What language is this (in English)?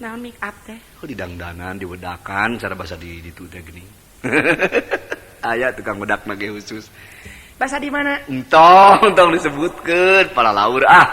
Sundanese